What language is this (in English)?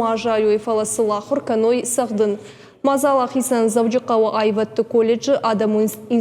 Ossetic